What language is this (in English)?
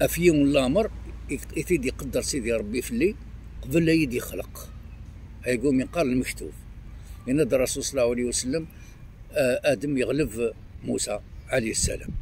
Kabyle